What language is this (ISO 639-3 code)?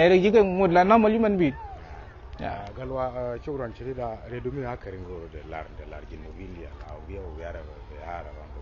nus